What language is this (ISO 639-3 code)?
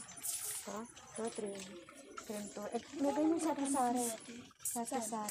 fil